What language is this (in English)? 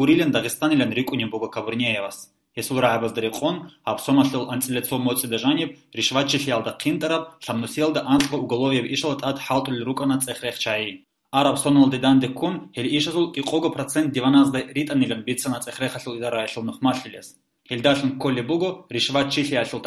Avaric